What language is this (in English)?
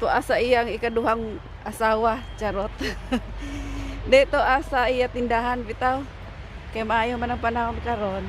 Cebuano